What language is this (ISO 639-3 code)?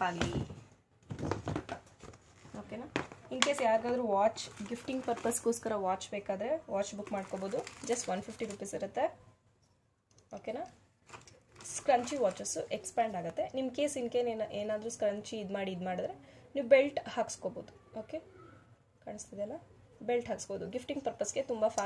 kan